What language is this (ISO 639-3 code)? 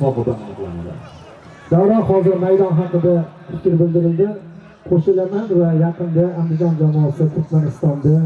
uzb